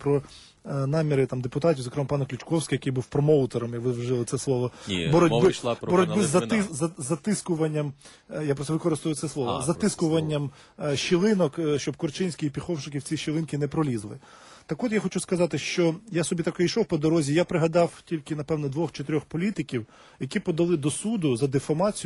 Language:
Ukrainian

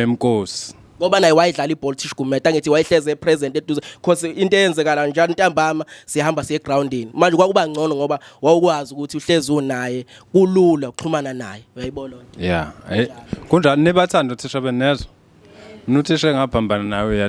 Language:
Zulu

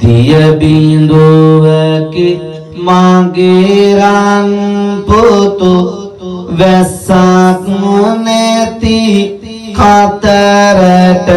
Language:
Sinhala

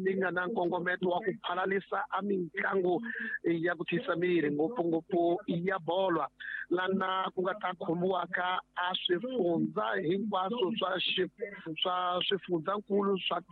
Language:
Tsonga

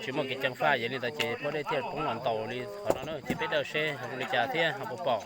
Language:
Hmong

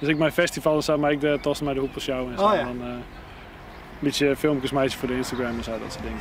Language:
Western Frisian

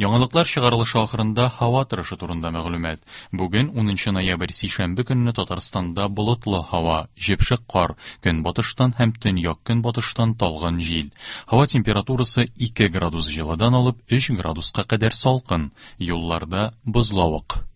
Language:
Tatar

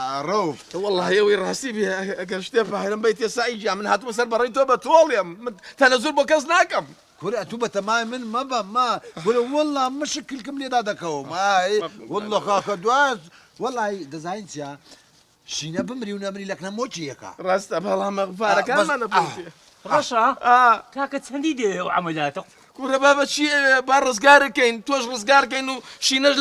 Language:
Central Kurdish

